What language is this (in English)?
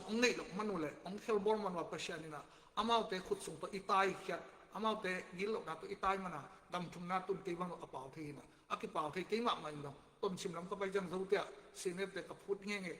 Tedim Chin